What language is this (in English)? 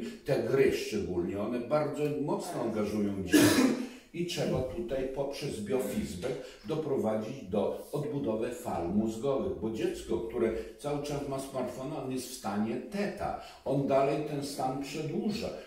Polish